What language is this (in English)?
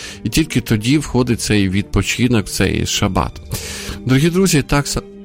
Ukrainian